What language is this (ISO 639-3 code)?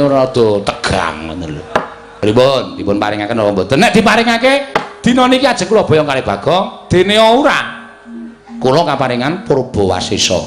jav